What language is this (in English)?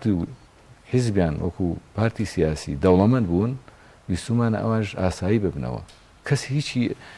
Central Kurdish